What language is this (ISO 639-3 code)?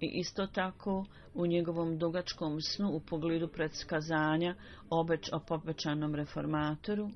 bos